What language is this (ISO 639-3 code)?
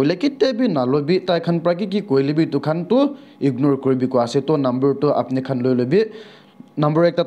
nag